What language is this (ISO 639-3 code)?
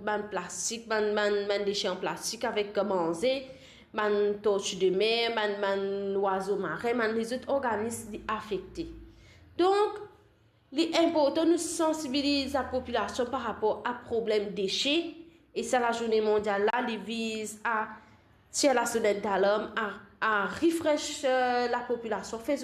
mfe